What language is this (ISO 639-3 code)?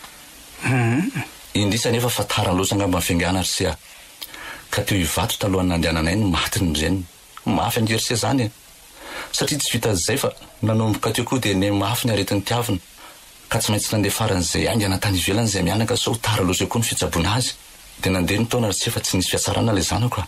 mlg